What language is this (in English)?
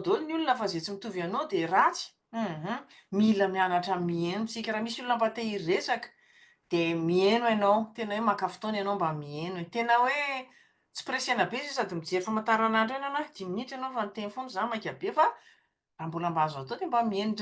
Malagasy